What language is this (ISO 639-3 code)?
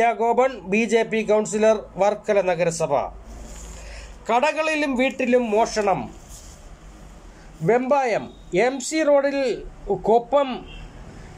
mal